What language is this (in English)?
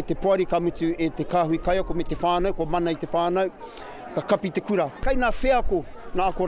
Māori